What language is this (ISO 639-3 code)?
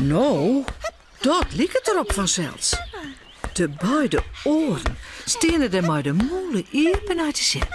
fry